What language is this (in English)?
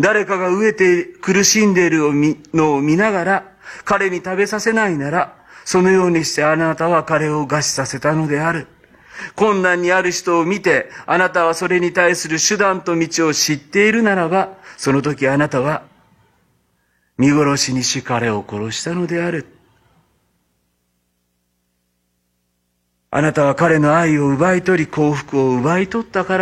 Japanese